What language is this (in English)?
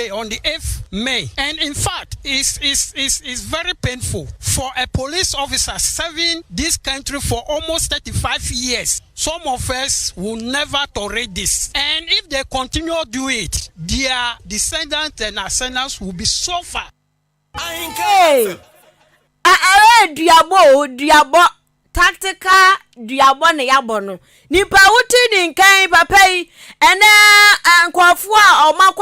Akan